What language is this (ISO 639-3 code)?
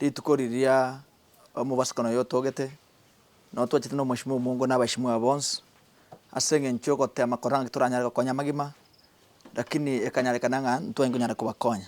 guz